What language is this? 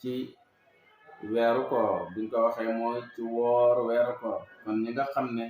Wolof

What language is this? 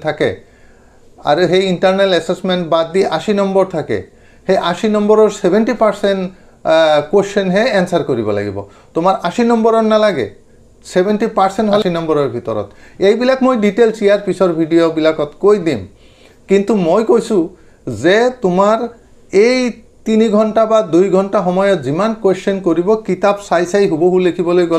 Assamese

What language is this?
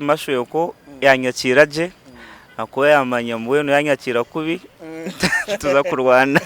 Nyankole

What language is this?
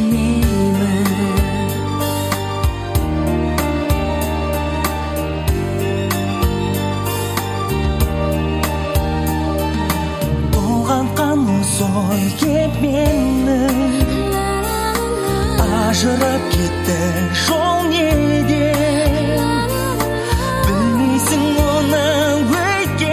Kazakh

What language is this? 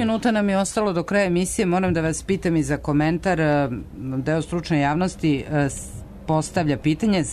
Serbian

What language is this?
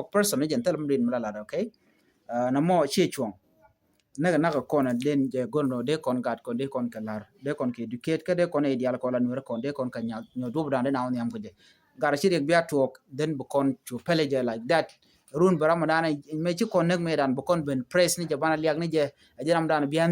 Nuer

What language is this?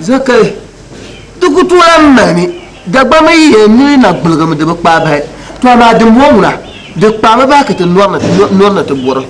Dagbani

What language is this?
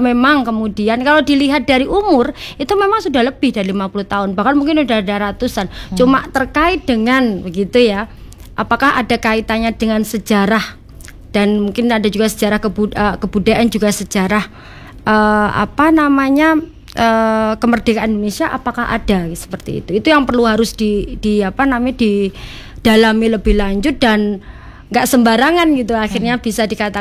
Indonesian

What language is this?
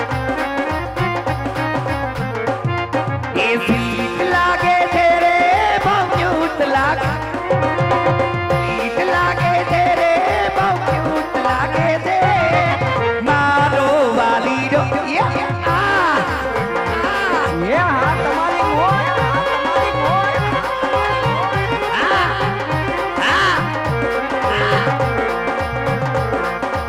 Gujarati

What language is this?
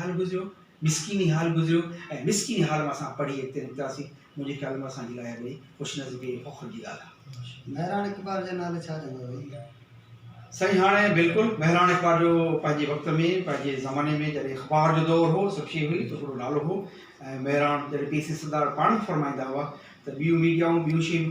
Sindhi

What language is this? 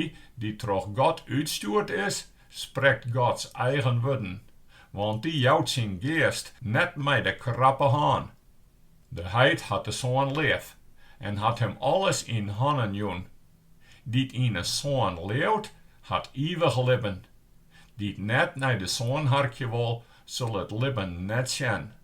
Western Frisian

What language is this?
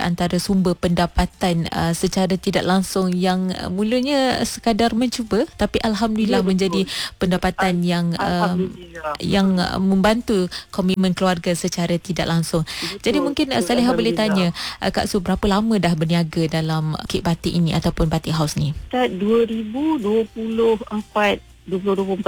Malay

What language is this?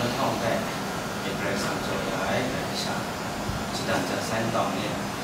Kachin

